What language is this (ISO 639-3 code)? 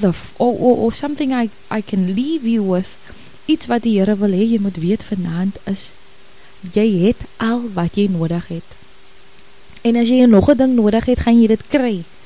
afr